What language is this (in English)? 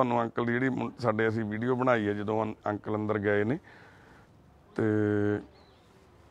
Punjabi